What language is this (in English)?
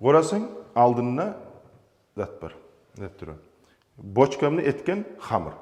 Kumyk